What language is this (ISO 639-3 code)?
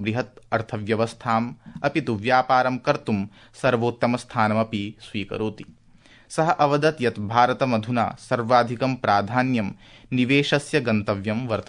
san